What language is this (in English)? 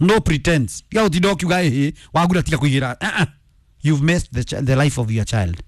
Kikuyu